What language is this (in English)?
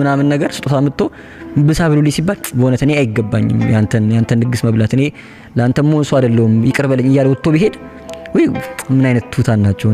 Amharic